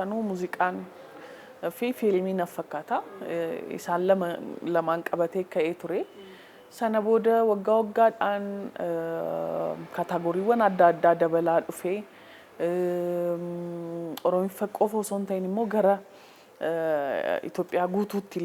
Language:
Oromo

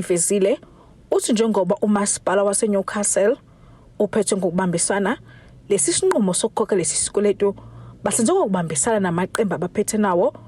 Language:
Zulu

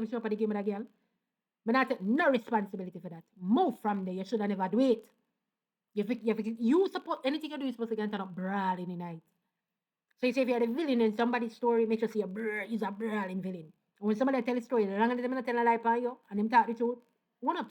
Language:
Jamaican Creole English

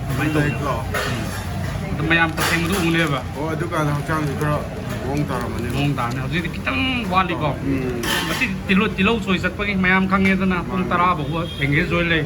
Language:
Manipuri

